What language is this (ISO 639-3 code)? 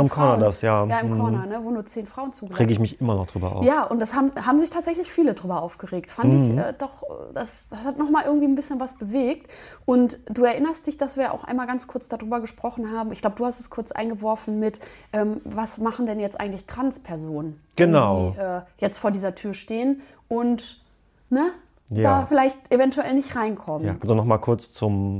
deu